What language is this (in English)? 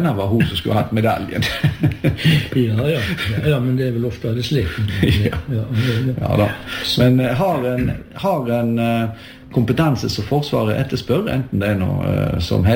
Norwegian